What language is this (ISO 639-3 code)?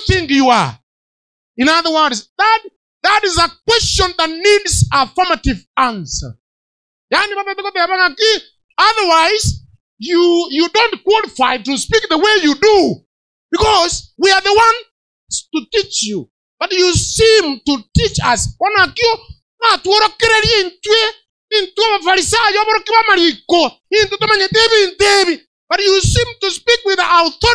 guz